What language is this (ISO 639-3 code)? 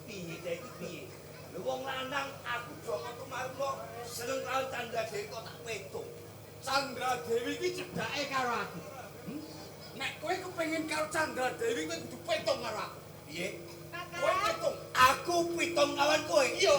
jav